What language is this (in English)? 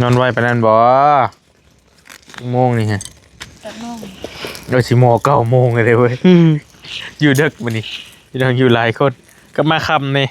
Northeastern Thai